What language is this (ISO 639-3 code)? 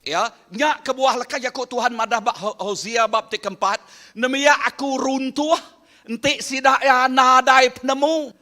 iba